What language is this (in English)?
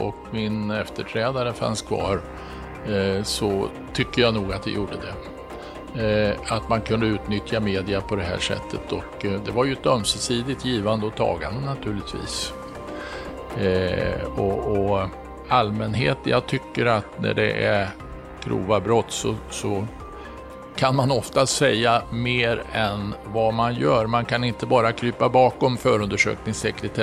Swedish